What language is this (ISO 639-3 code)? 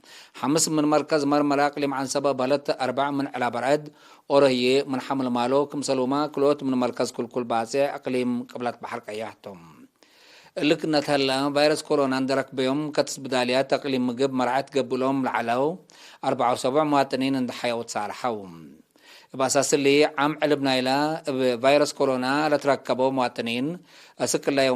tig